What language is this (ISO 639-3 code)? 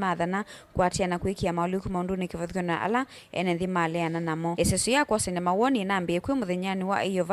kam